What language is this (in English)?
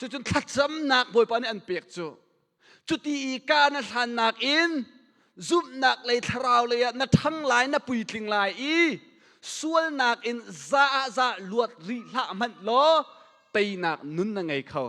Hakha Chin